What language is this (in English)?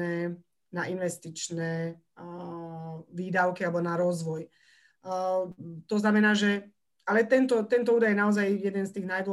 Slovak